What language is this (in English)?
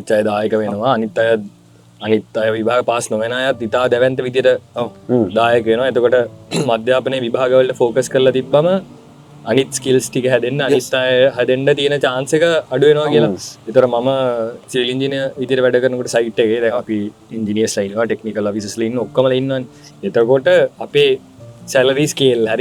Sinhala